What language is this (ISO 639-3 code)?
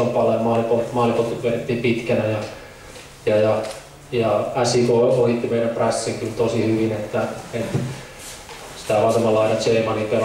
fin